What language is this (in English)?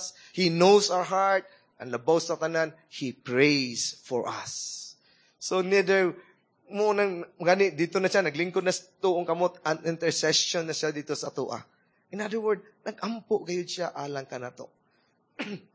Cebuano